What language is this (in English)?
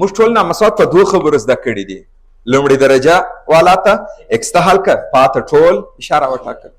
Pashto